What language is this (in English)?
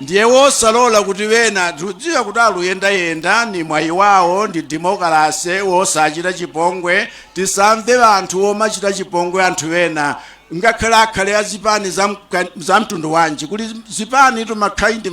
Nyanja